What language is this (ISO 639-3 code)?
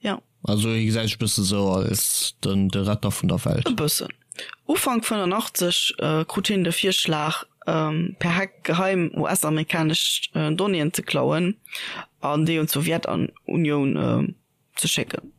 ltz